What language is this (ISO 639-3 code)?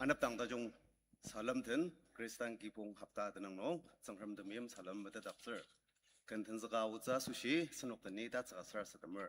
njo